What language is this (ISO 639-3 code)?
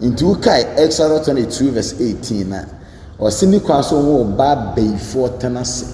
aka